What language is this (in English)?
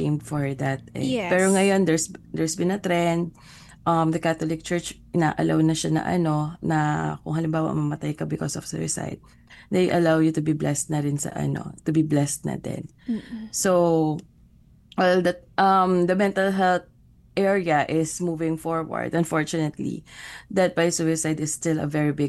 Filipino